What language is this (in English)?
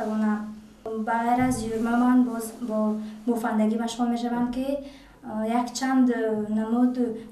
Tajik